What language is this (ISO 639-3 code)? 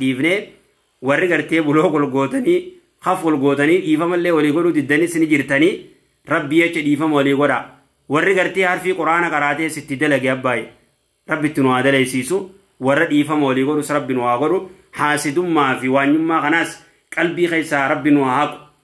orm